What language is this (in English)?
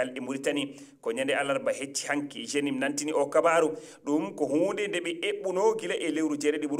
Fula